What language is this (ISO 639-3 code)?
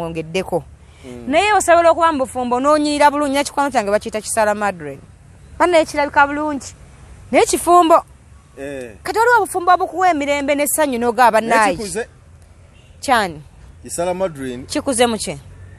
lug